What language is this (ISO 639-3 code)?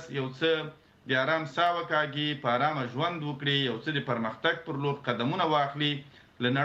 pus